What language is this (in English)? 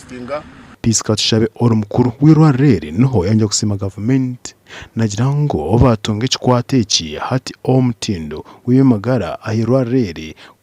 Nyankole